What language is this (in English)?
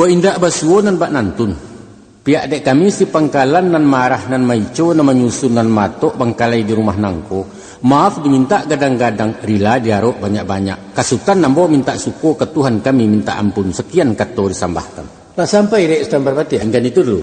Minangkabau